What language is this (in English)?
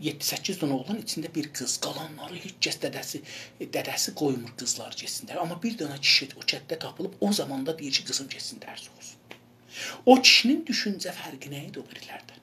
South Azerbaijani